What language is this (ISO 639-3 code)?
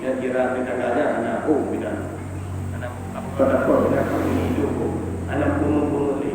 ace